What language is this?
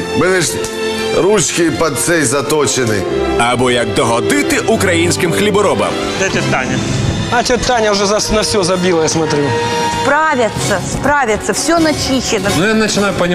Ukrainian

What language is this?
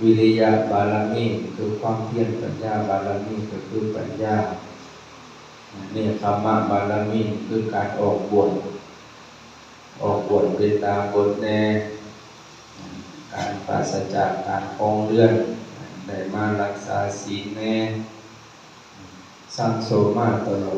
Lao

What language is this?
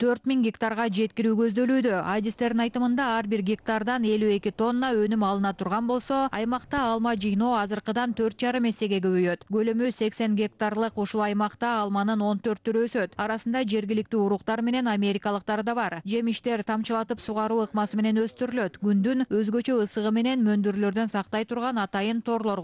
Kyrgyz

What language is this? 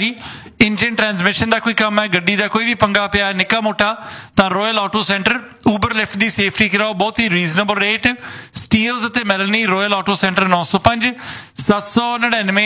Punjabi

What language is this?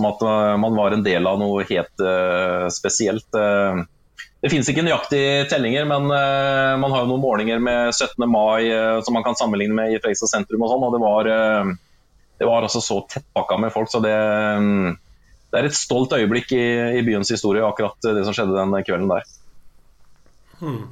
Norwegian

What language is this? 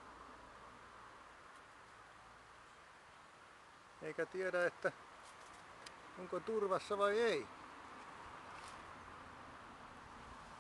Finnish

